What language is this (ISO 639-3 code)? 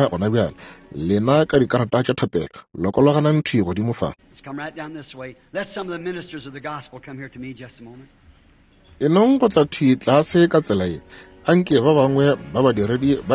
nso